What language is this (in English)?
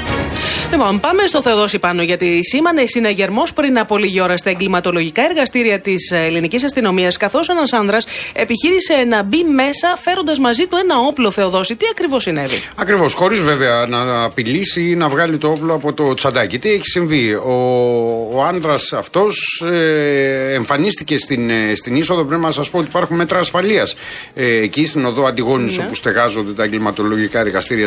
Greek